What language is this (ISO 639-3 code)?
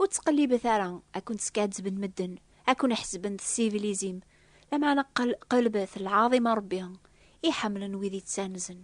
kab